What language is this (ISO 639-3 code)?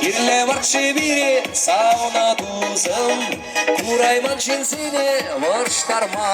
chv